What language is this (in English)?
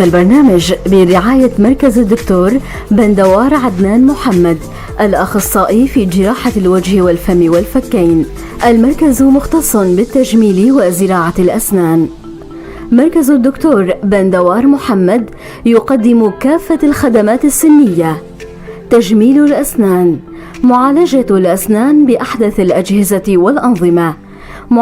North Levantine Arabic